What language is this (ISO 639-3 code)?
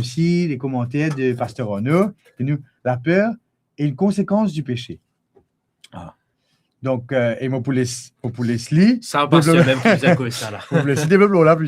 mfe